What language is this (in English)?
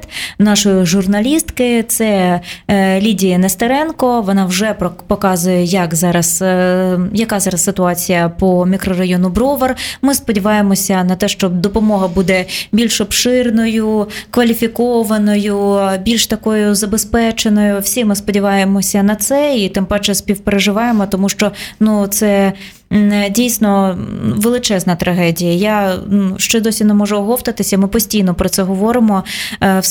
Ukrainian